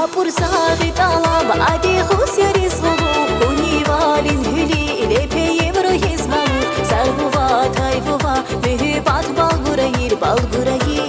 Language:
Tabassaran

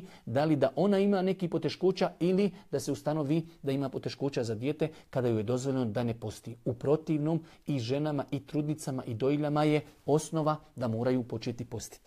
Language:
Bosnian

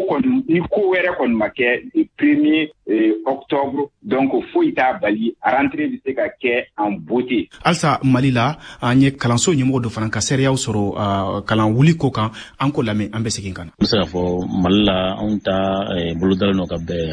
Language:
Bambara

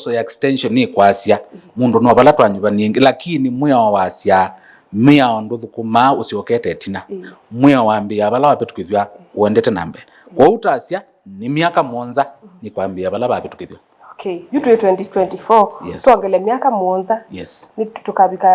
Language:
Kamba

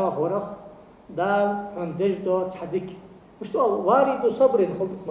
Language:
Ingush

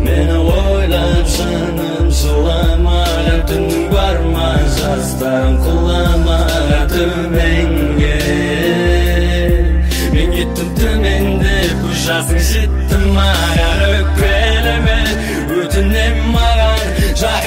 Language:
Kazakh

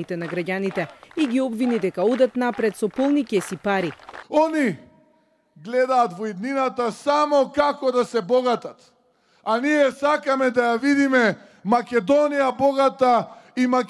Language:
Macedonian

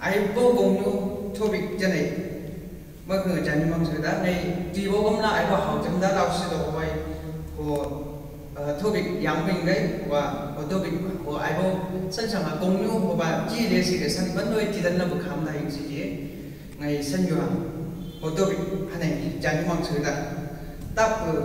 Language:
Chang Naga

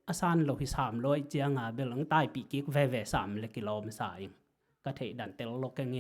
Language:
Tedim Chin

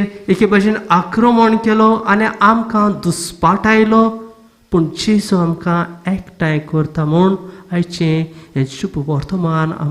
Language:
Konkani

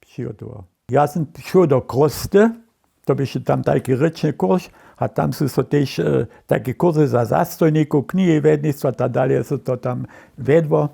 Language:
Upper Sorbian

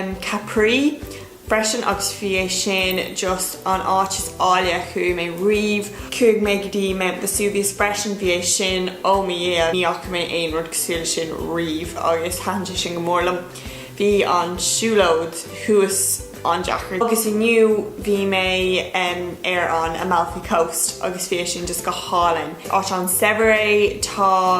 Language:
Irish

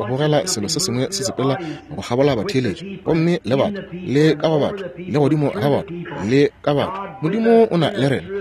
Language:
Northern Sotho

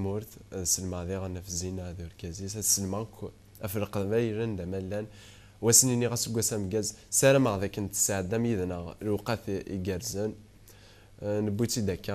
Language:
Kabyle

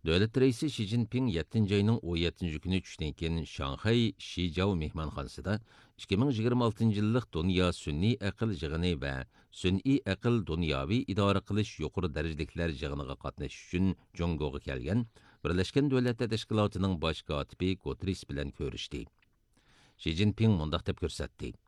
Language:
Uyghur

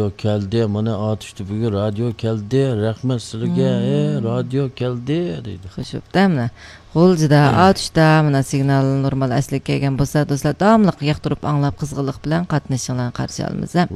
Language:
Uyghur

